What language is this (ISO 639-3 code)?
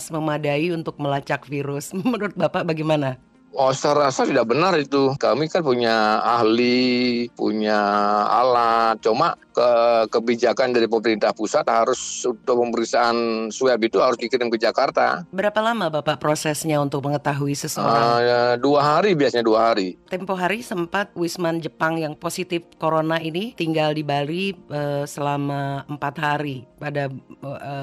ind